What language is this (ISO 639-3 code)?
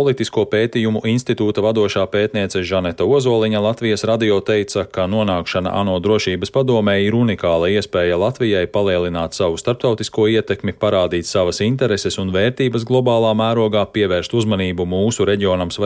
lav